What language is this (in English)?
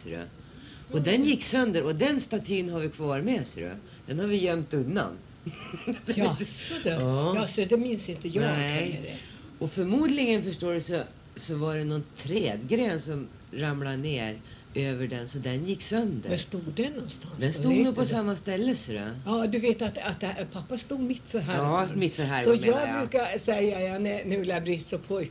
Swedish